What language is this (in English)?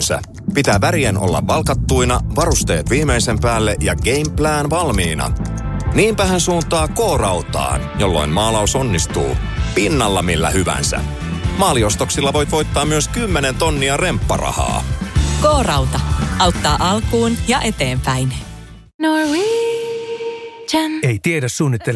Finnish